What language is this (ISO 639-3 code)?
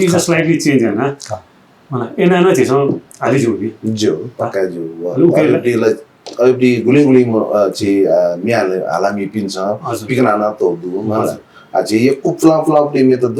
new